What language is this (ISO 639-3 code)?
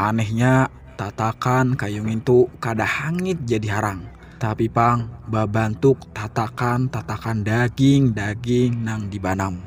bjn